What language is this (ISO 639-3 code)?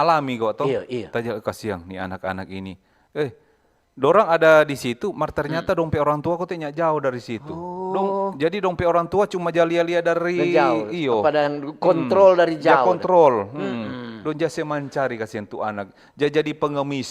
xmm